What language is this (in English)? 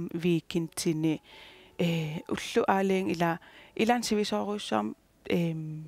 Kalaallisut